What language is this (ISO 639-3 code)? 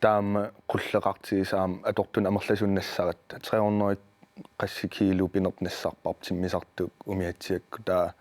kal